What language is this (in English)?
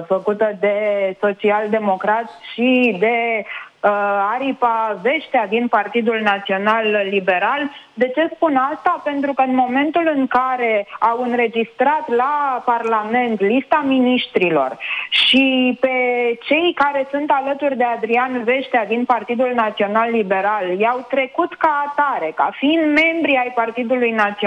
Romanian